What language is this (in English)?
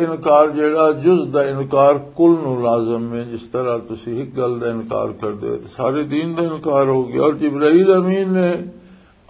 Western Panjabi